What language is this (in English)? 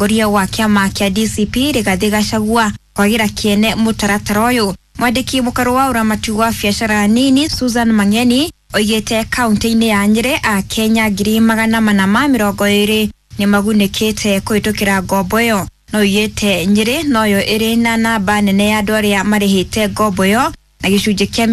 Kikuyu